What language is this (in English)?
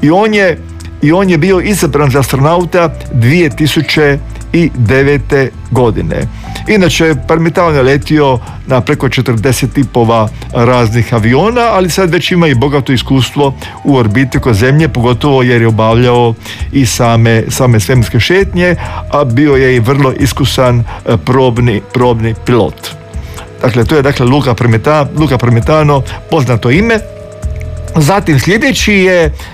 Croatian